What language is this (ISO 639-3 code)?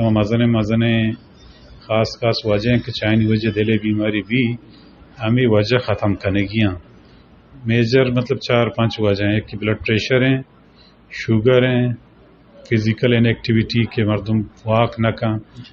bgp